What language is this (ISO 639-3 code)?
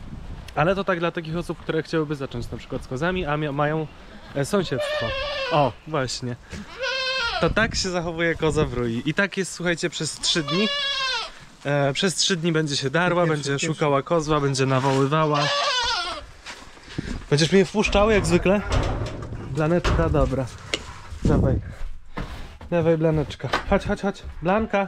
pol